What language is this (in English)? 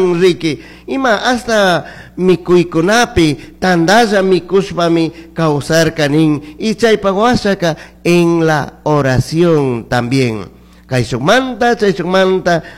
Chimborazo Highland Quichua